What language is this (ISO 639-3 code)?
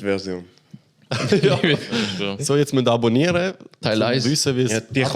gsw